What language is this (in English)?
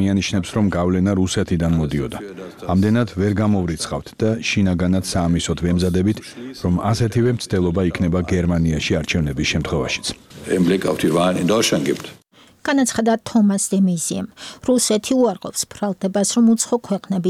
Georgian